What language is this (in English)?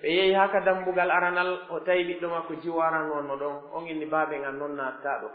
Pular